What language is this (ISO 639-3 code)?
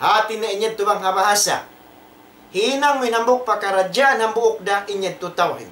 tsg